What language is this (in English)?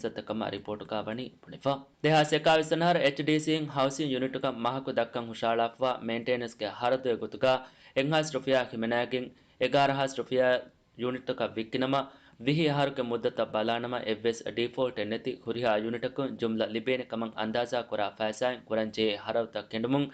Divehi